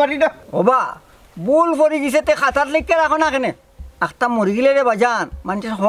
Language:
Sylheti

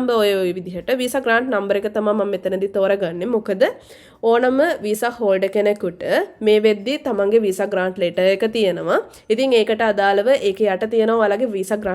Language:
Sinhala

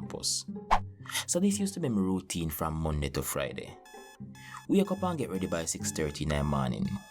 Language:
Jamaican Creole English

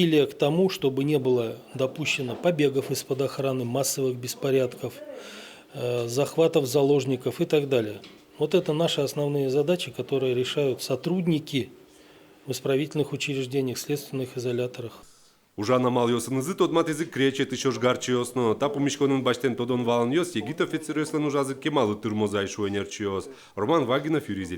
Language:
Udmurt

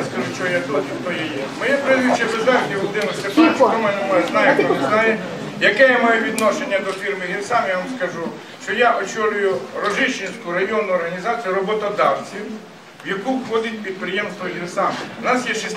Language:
Ukrainian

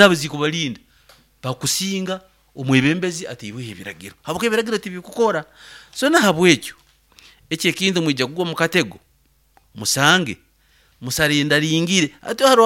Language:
Nyoro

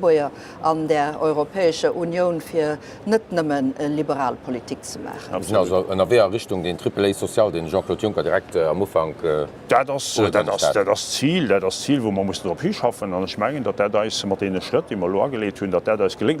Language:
Luxembourgish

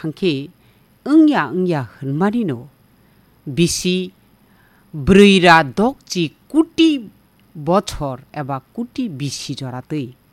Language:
Kok Borok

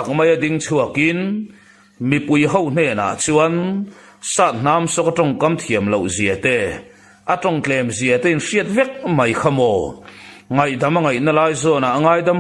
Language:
Mizo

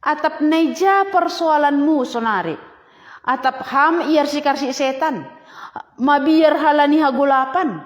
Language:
Batak Simalungun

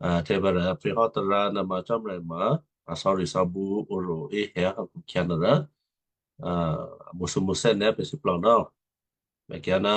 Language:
Western Kayah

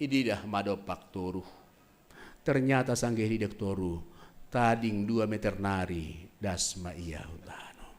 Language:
Batak Simalungun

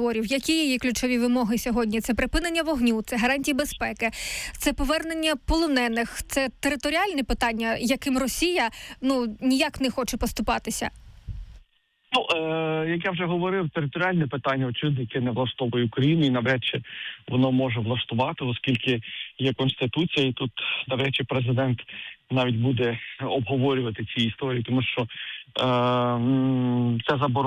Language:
Ukrainian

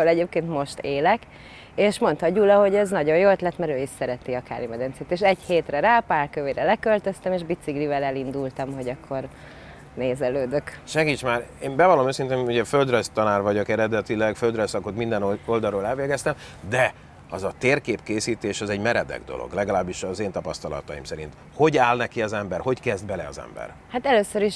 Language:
Hungarian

